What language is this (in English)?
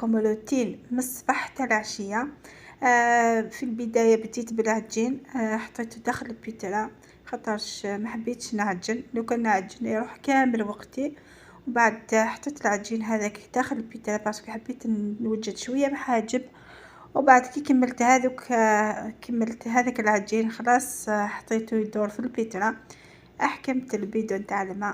Algerian Arabic